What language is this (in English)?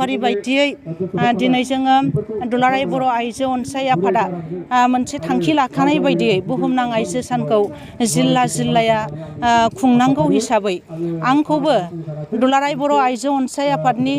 Bodo